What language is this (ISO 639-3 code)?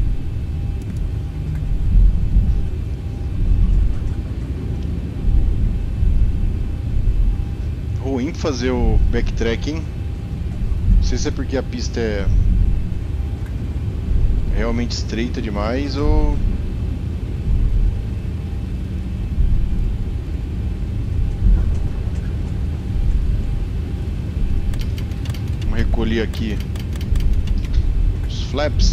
por